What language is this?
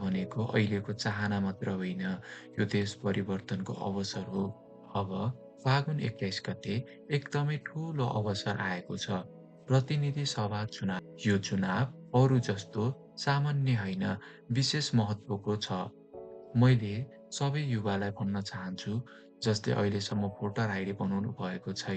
Nepali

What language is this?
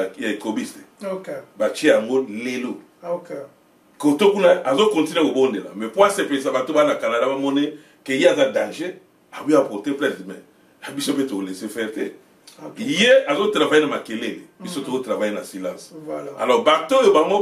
Lingala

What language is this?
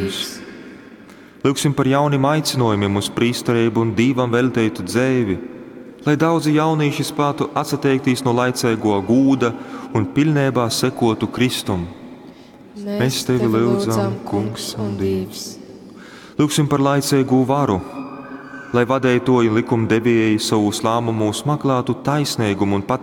Latgalian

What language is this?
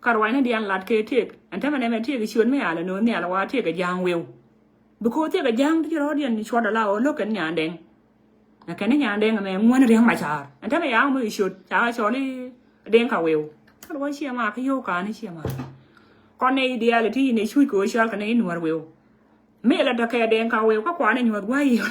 Nuer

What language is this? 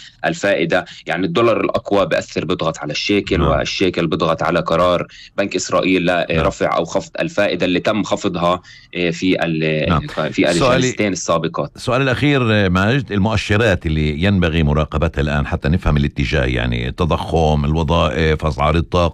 North Levantine Arabic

